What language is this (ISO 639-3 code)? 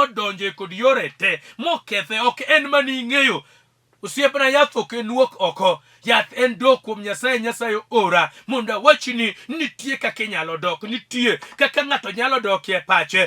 luo